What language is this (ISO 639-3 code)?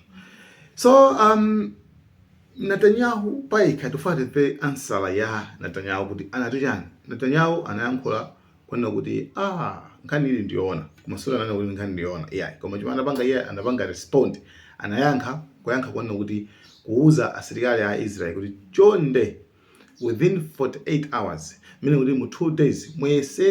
nya